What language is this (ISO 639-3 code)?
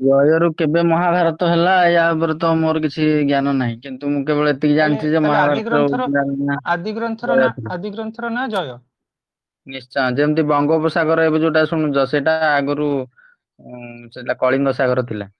ori